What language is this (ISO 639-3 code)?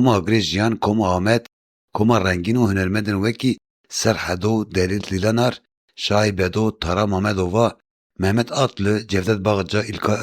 kur